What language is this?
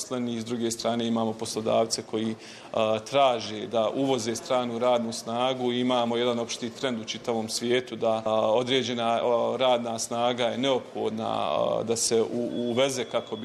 Bosnian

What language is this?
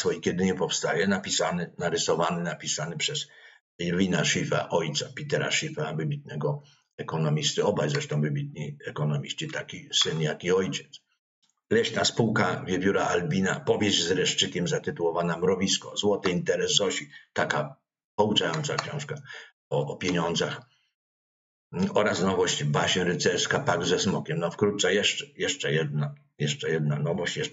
Polish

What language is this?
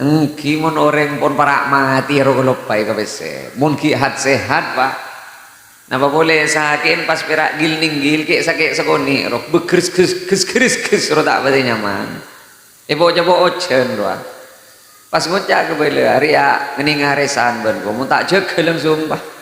Madurese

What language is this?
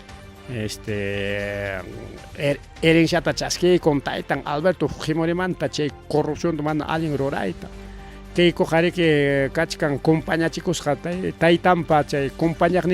Ayacucho Quechua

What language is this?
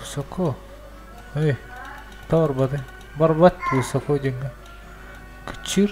Yakut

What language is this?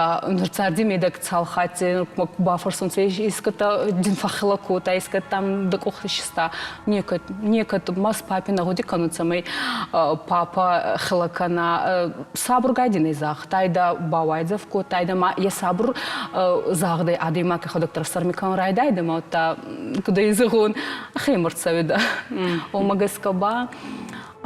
Ossetic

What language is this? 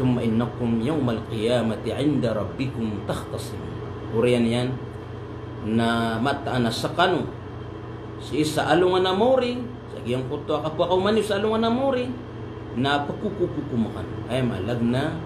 Maranao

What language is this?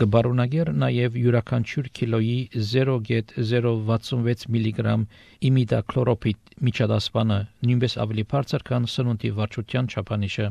Armenian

